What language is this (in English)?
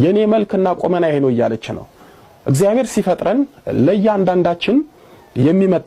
Amharic